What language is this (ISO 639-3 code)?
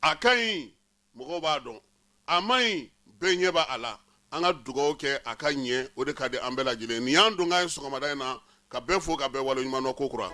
bam